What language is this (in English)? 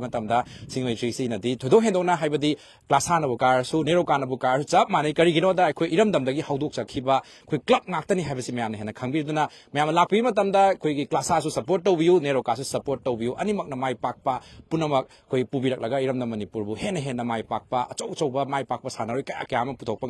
Manipuri